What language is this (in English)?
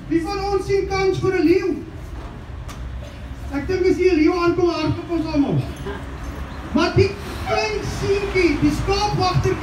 Afrikaans